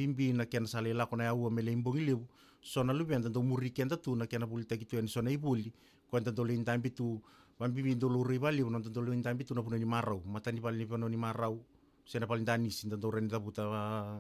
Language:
Fijian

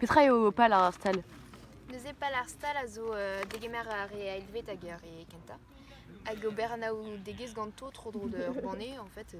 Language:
Breton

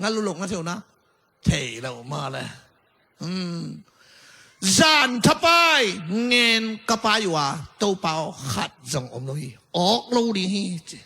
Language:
Tedim Chin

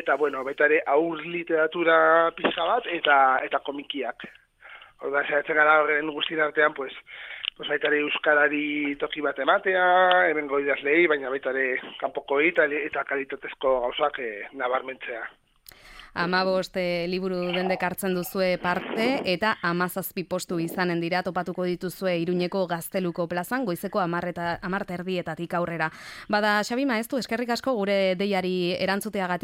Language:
Basque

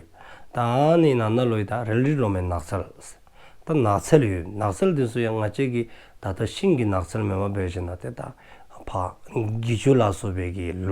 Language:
Dzongkha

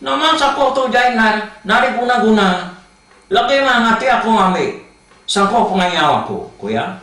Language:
Iban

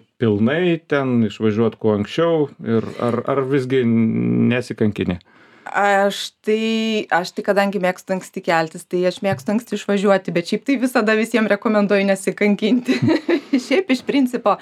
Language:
Lithuanian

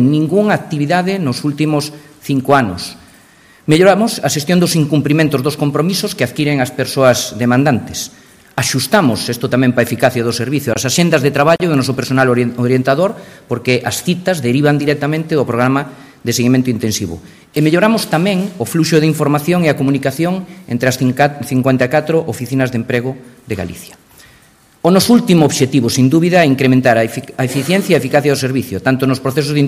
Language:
Galician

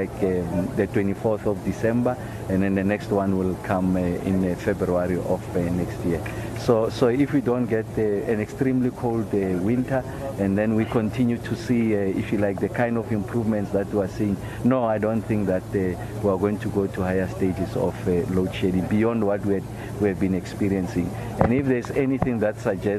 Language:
English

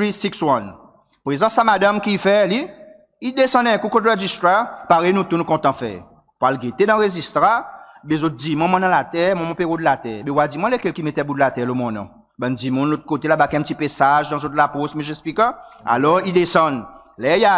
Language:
Seselwa Creole French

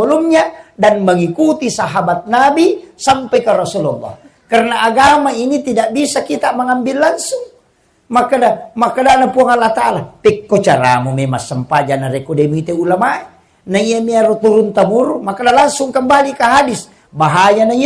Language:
Buginese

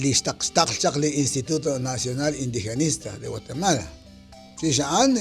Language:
Kekchí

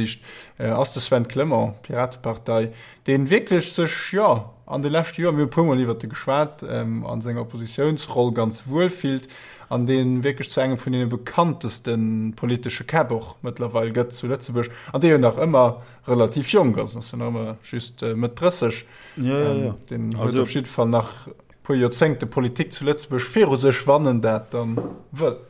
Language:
Luxembourgish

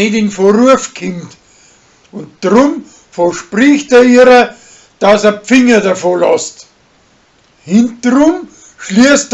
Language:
Bavarian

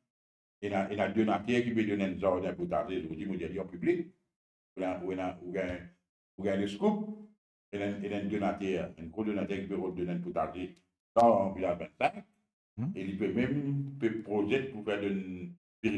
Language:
Morisyen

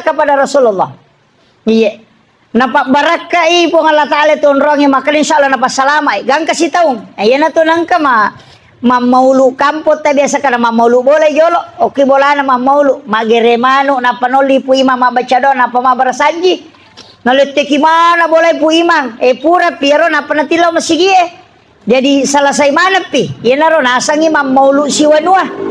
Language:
Buginese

